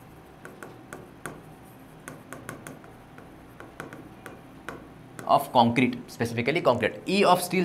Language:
Marathi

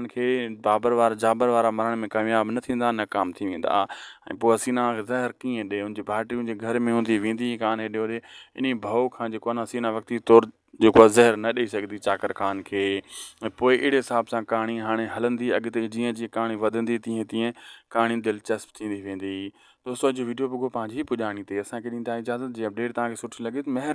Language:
Sindhi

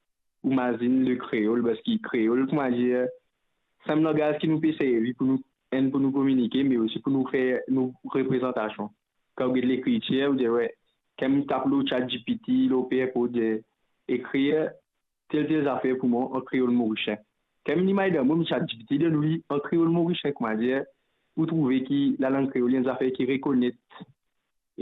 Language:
Morisyen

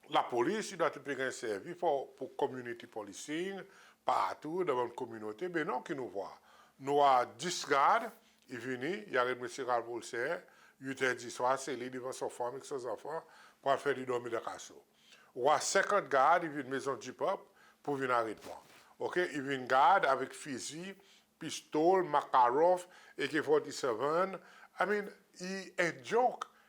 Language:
Seselwa Creole French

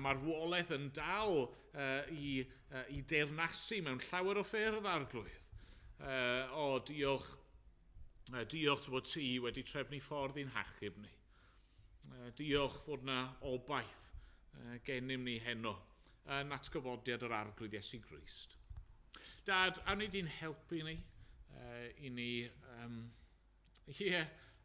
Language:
Welsh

